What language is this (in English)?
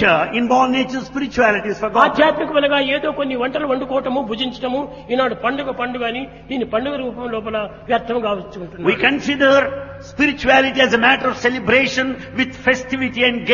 Telugu